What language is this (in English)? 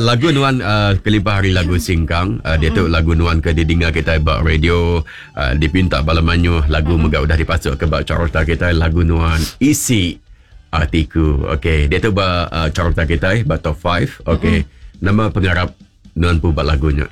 Iban